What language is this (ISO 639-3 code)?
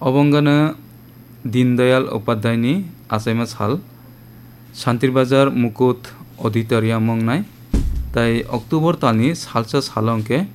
trp